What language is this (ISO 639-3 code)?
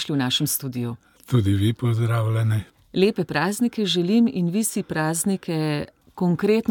slv